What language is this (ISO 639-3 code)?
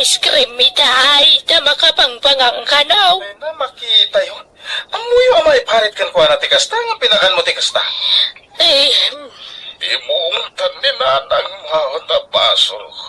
ilo